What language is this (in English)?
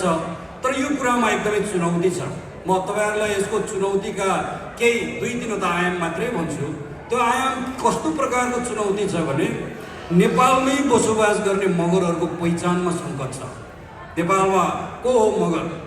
Nepali